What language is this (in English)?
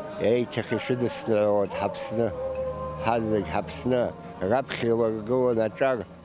Abkhazian